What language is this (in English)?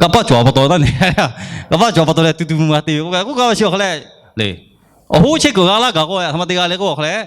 Lahu